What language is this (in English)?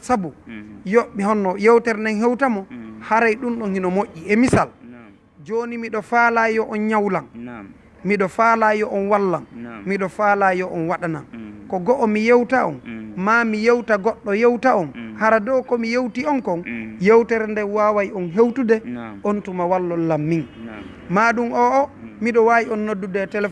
Fula